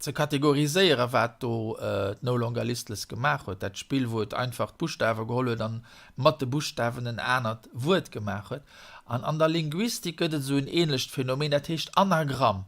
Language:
Luxembourgish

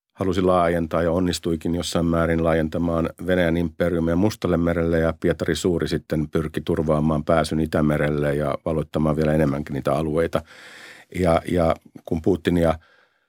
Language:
Finnish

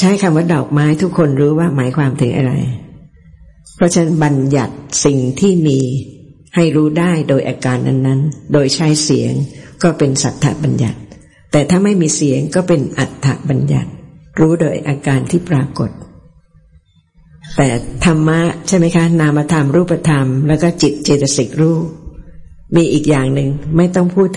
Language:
Thai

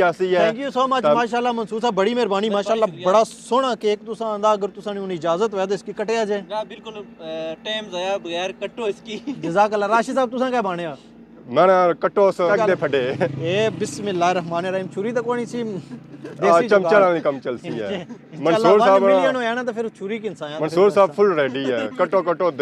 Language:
Pahari-Potwari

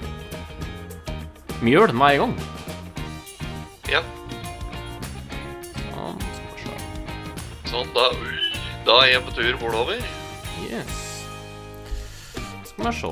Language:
Norwegian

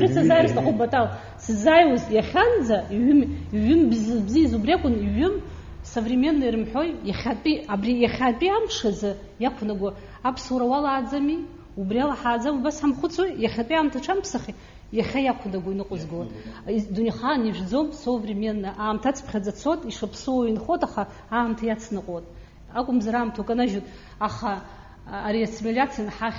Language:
Abkhazian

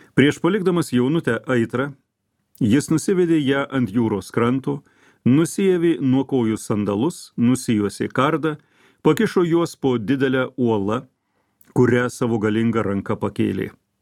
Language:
Lithuanian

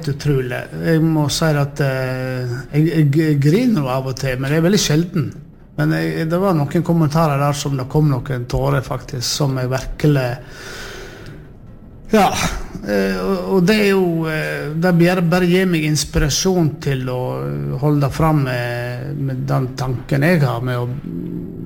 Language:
Norwegian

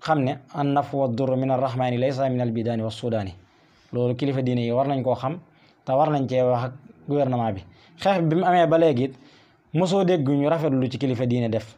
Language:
Wolof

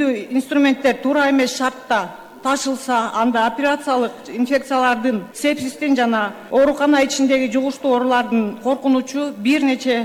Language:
Kyrgyz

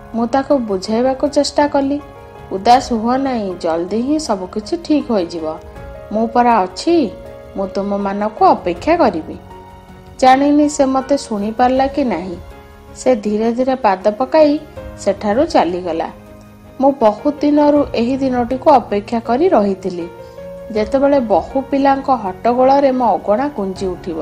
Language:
Odia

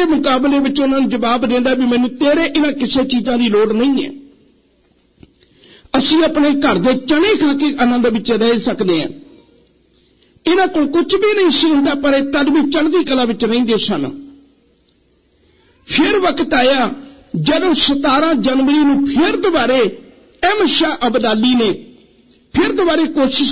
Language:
Punjabi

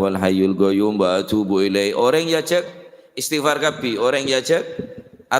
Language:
Madurese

